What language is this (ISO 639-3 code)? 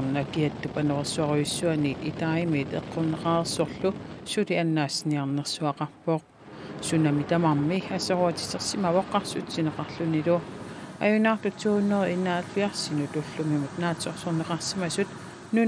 kal